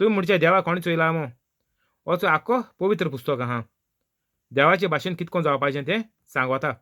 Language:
Konkani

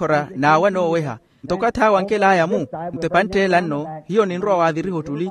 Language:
Makhuwa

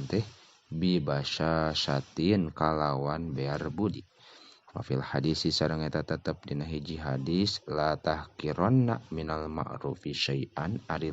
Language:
Sundanese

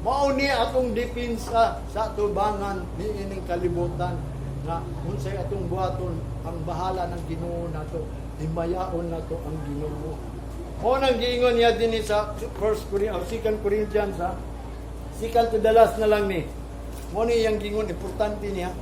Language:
Cebuano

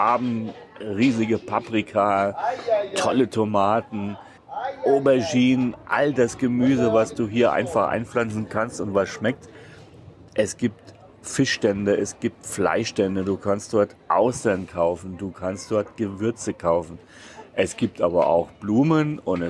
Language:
German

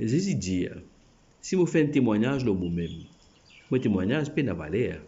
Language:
Morisyen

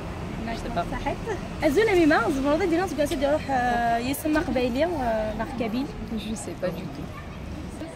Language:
Kabyle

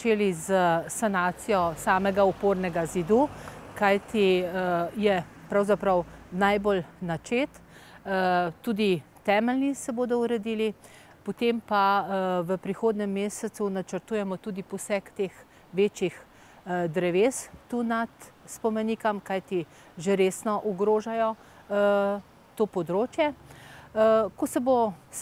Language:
Slovenian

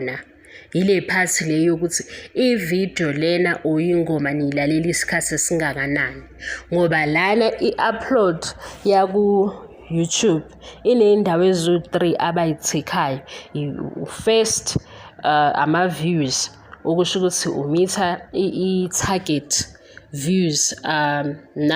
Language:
Zulu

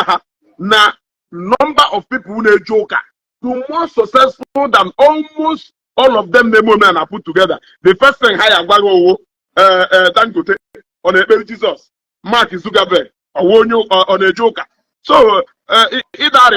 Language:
Igbo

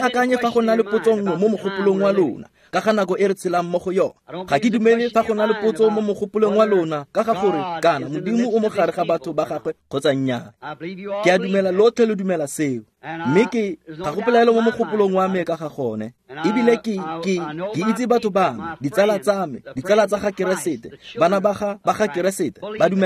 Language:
Tswana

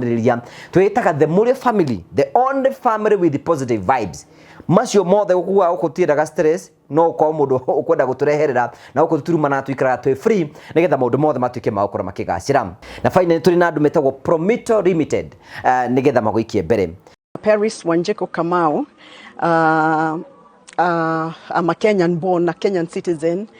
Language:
Kikuyu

